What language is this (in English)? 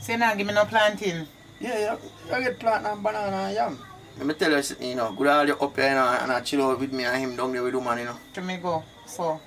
Jamaican Creole English